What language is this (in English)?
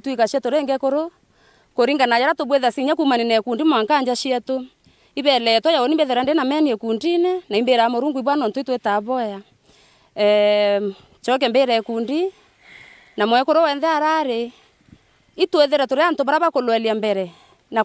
Meru